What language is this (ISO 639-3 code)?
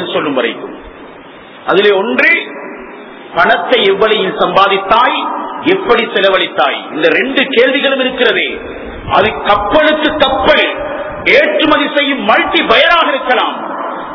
tam